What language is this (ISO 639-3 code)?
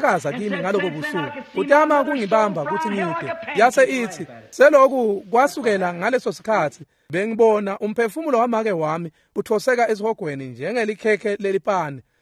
ssw